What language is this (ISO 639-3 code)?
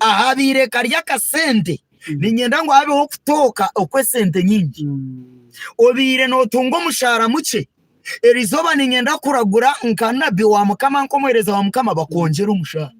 nyn